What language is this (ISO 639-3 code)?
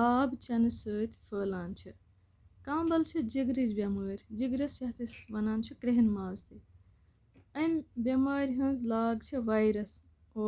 kas